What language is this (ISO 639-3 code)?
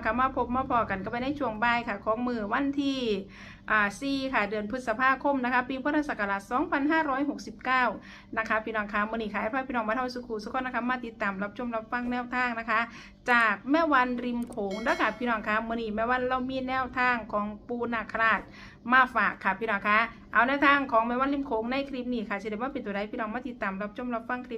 tts